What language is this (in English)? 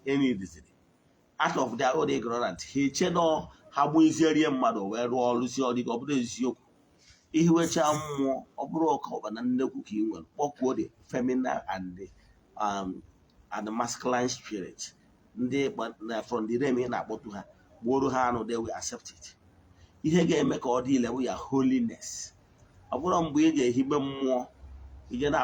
Igbo